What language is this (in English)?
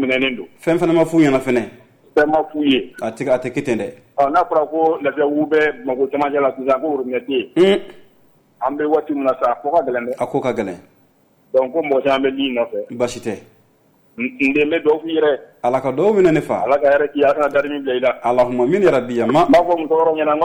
Bambara